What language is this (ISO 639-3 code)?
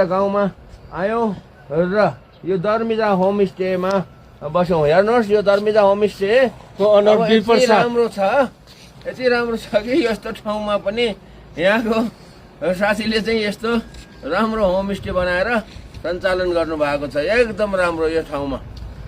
nep